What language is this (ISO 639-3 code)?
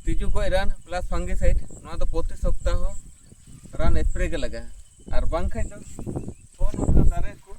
sat